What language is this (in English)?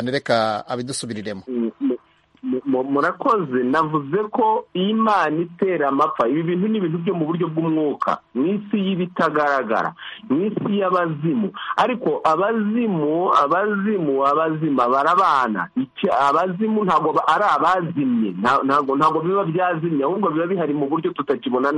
Kinyarwanda